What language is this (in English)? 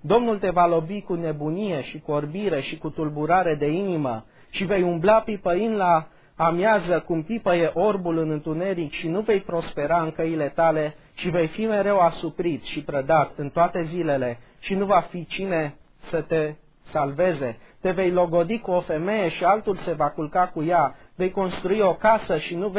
Romanian